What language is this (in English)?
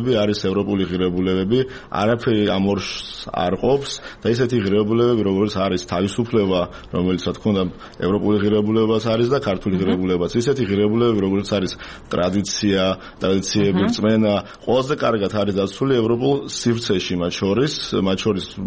Georgian